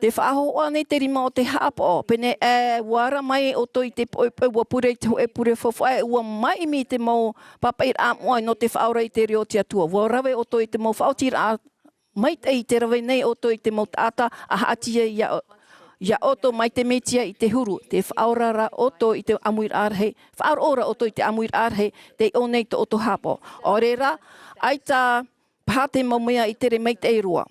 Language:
Tahitian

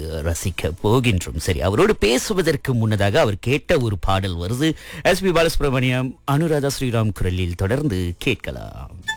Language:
Tamil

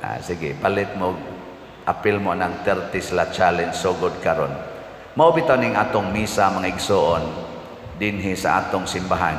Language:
Cebuano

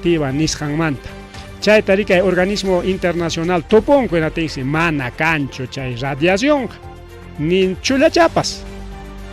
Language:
Ayacucho Quechua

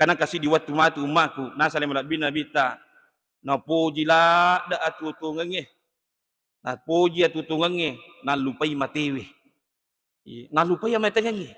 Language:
Buginese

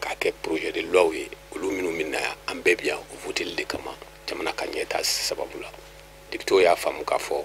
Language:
Bambara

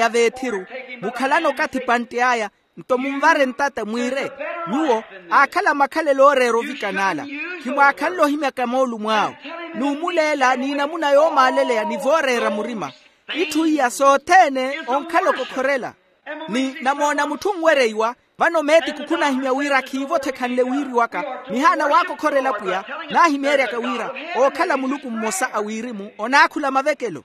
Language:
Makhuwa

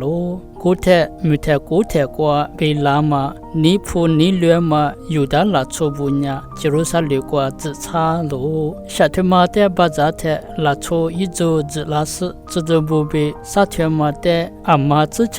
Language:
Lisu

